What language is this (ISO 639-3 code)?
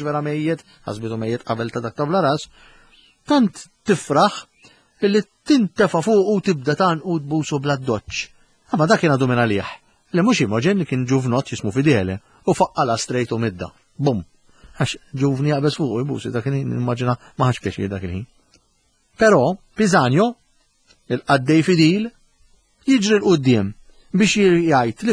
mlt